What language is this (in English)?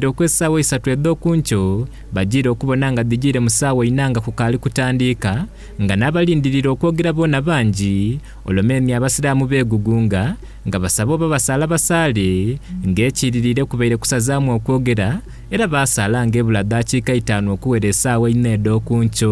Soga